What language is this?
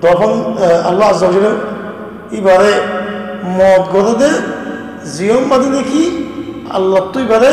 Rohingya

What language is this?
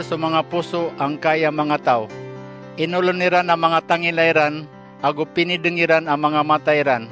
Maranao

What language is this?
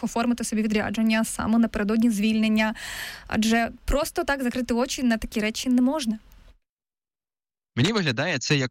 Ukrainian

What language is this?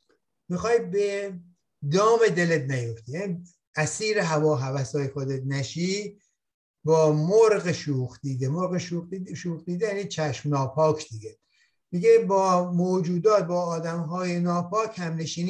Persian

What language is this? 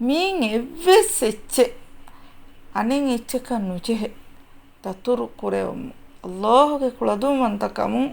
Divehi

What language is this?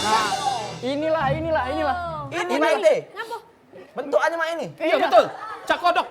Musi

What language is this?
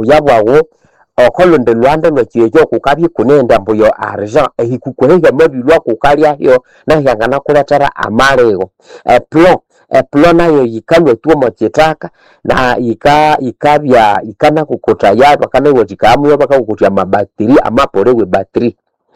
Nande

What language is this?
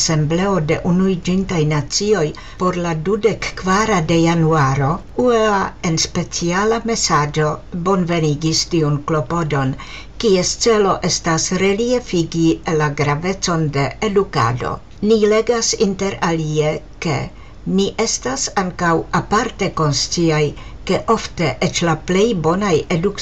Esperanto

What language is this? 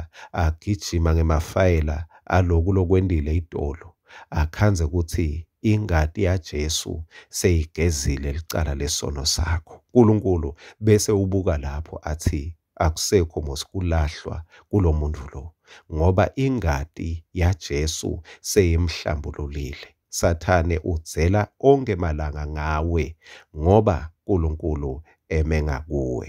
Swati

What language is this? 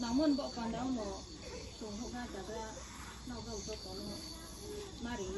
Riang (India)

